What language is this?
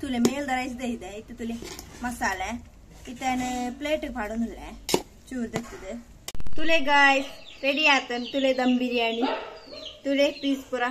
Tulu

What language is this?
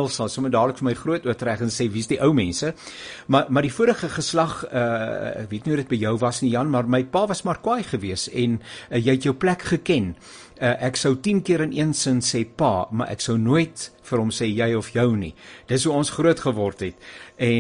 Afrikaans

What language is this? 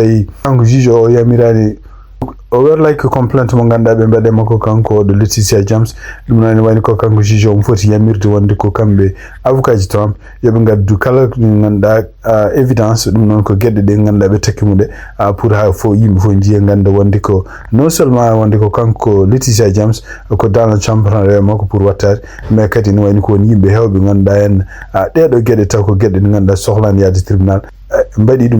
Fula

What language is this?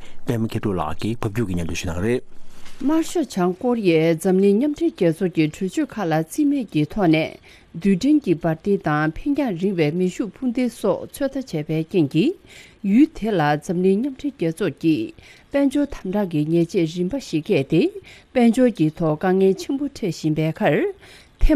Tibetan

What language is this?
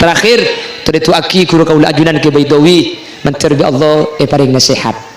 Madurese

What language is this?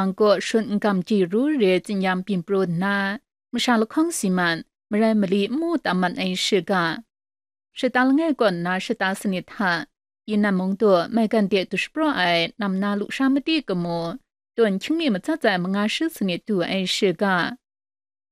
Kachin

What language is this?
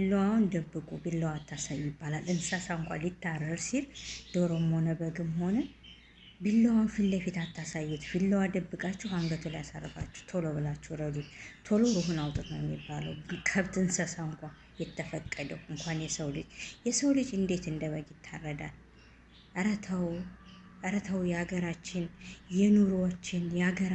Amharic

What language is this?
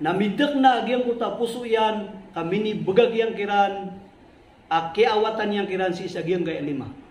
Maranao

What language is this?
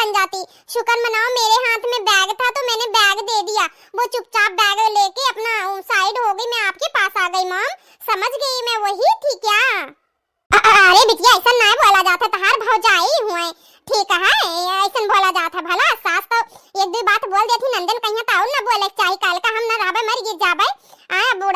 Awadhi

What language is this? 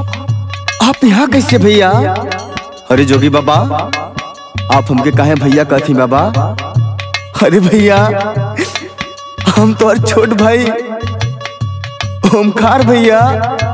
Bhojpuri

